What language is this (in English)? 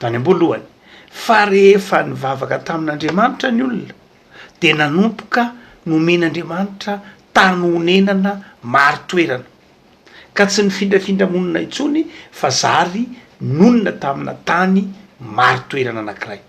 Malagasy